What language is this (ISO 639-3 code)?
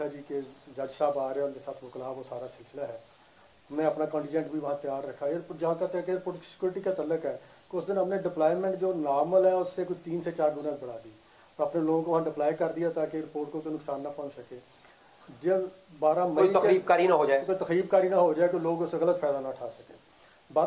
urd